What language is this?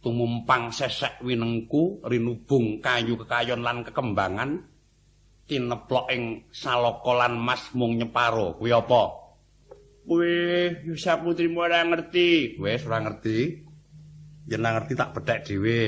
Javanese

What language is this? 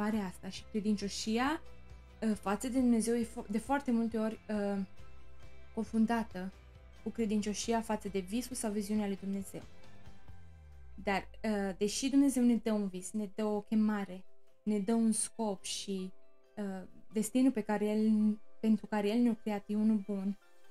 Romanian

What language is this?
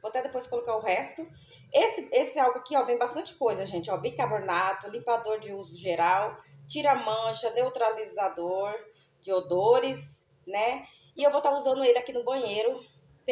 Portuguese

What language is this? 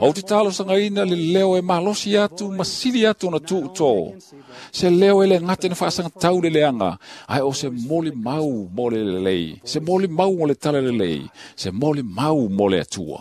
Samoan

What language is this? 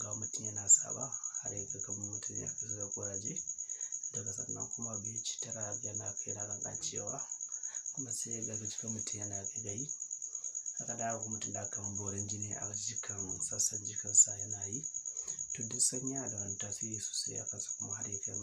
Hausa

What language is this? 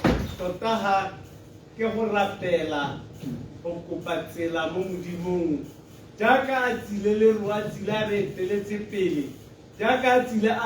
Tswana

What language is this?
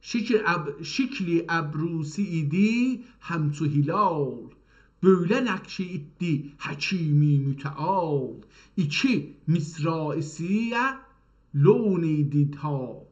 South Azerbaijani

